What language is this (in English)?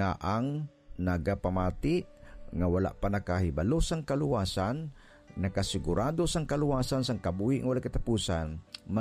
Hiligaynon